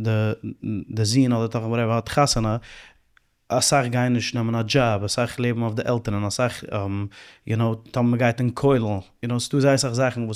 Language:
Yiddish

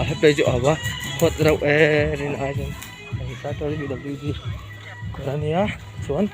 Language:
Mizo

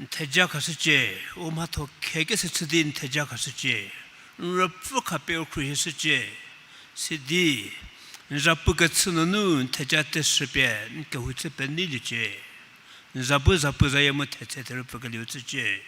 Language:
Angami Naga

